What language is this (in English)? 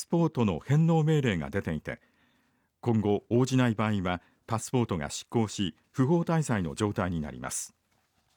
Japanese